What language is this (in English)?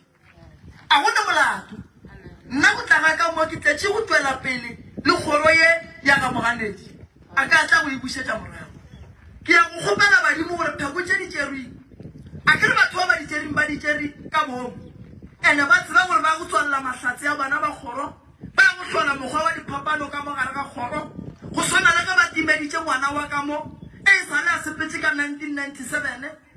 Northern Sotho